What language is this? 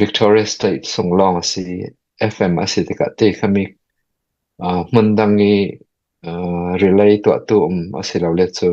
Falam Chin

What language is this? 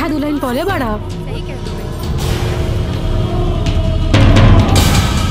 Bhojpuri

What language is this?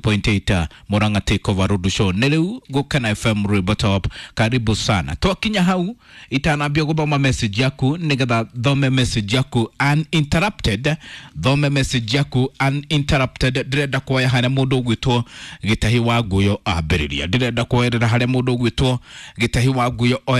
Kikuyu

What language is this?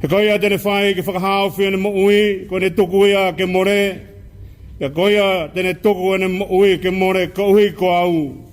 Tongan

